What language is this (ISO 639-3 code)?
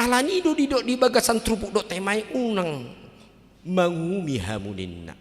bbc